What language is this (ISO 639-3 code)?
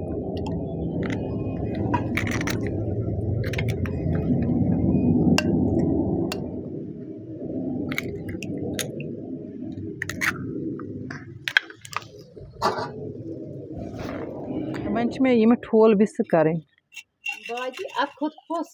kas